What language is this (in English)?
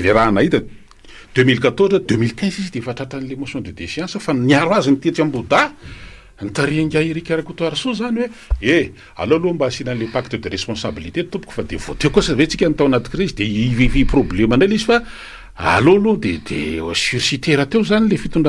Malagasy